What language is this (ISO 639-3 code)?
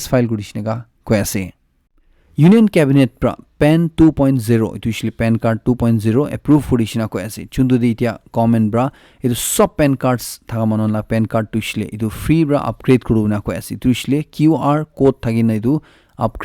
nag